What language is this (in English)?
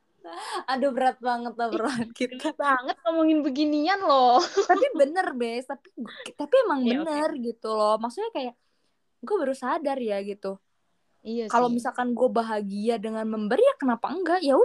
Indonesian